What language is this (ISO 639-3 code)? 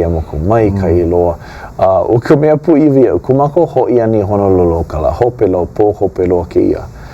haw